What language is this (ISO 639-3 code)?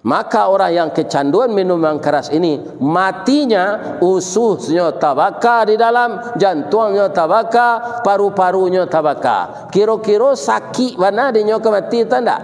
min